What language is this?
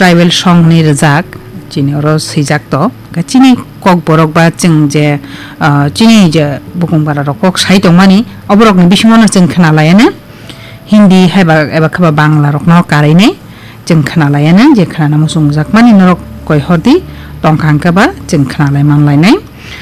Kok Borok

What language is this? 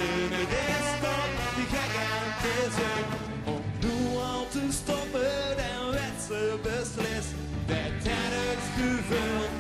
Limburgish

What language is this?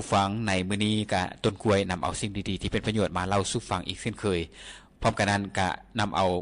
Lao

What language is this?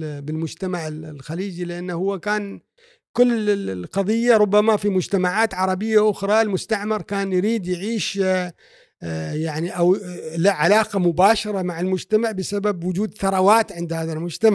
Gulf Arabic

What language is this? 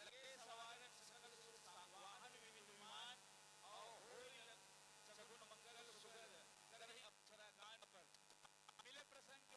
Chhattisgarhi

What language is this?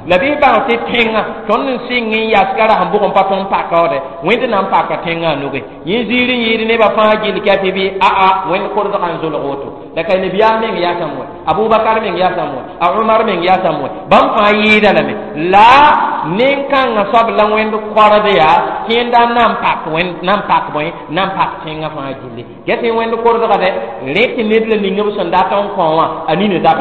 Mossi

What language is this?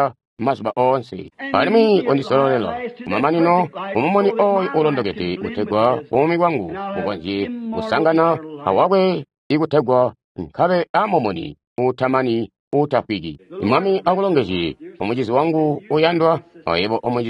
Tonga (Zambia)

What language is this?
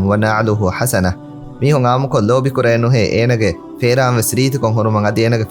Divehi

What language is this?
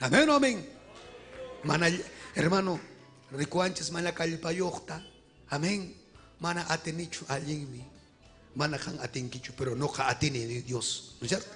Ayacucho Quechua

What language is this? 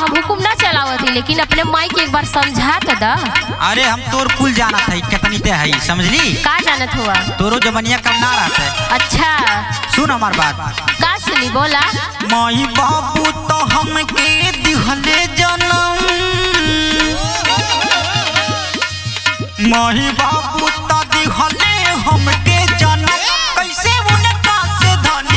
Bhojpuri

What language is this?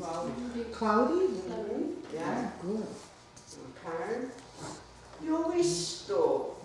Mohawk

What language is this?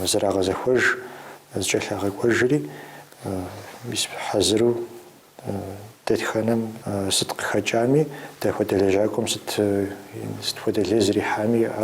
Kabardian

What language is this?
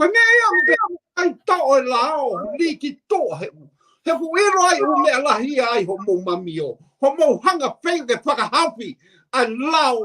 Tongan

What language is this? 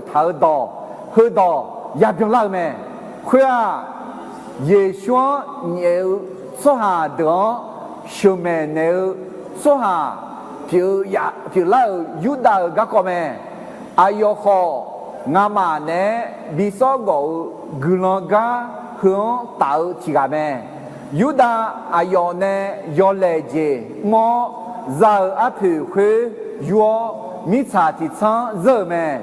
Akha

